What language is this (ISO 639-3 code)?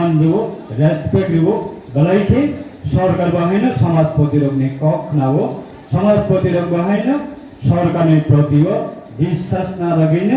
ria